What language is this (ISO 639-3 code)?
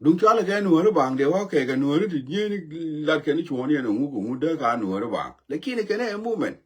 nus